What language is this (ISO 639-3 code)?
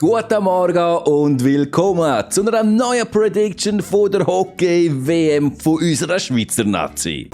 gsw